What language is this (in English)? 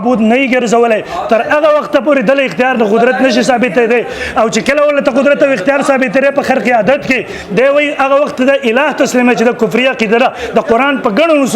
Pashto